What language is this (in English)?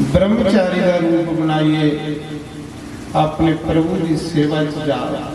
Dogri